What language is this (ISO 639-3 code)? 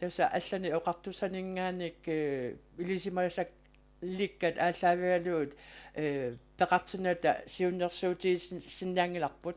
kal